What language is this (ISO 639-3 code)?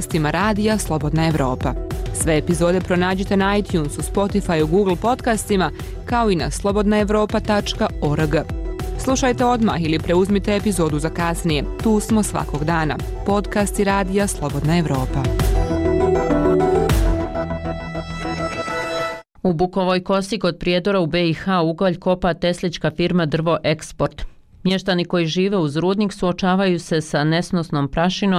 bos